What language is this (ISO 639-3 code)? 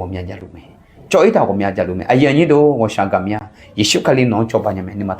ahk